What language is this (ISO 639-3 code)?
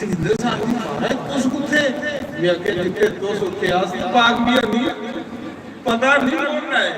doi